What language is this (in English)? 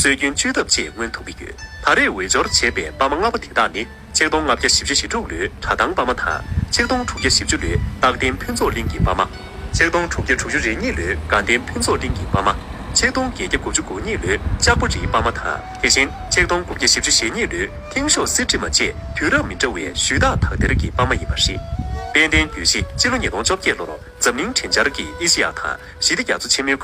Tibetan